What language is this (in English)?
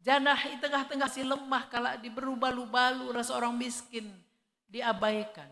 Batak Karo